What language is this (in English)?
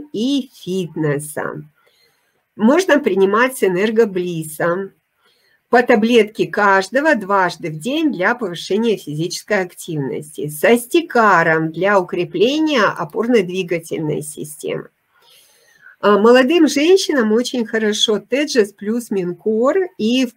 Russian